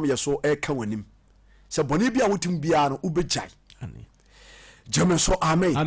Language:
Akan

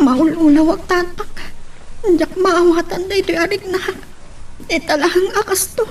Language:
Iloko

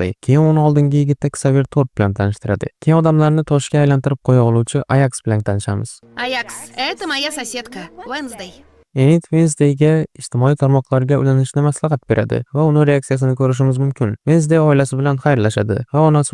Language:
Uzbek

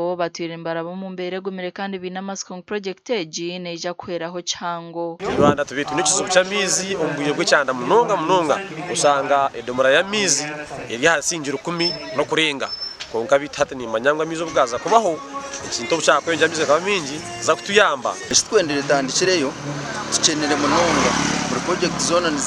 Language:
Nyankole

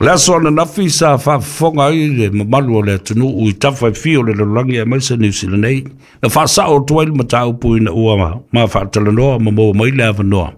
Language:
Samoan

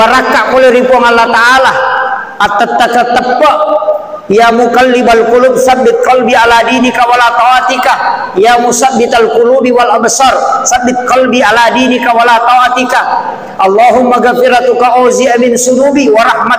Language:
Buginese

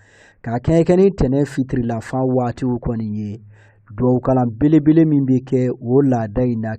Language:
Bambara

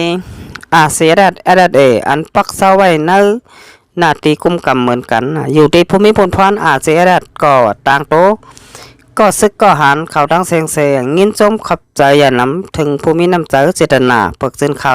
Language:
Shan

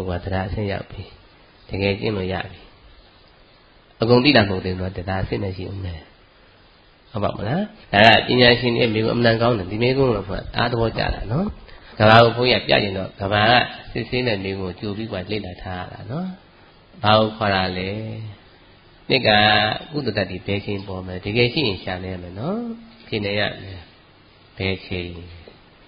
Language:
Burmese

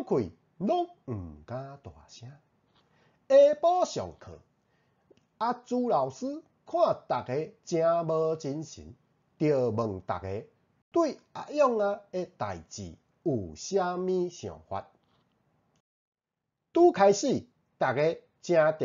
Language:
Min Nan Chinese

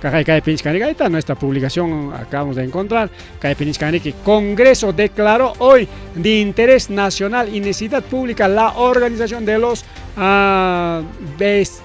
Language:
Ayacucho Quechua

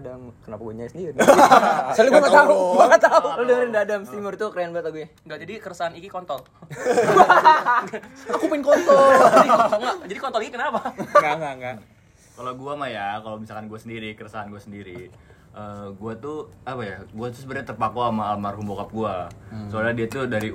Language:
Indonesian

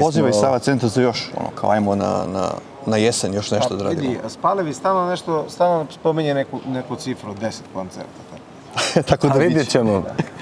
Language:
Bosnian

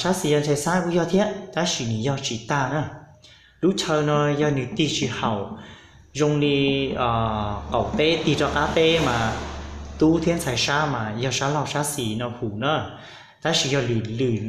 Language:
Hmong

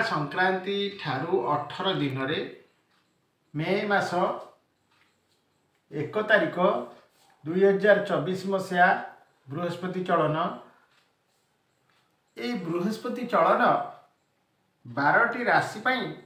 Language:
Odia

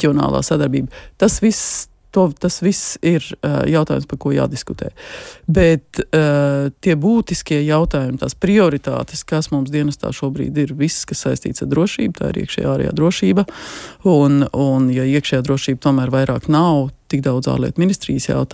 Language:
Latvian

